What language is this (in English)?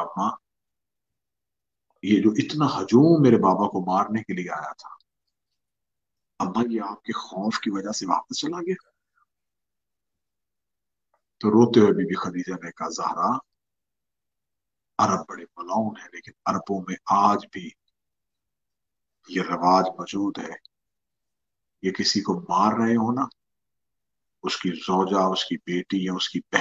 Urdu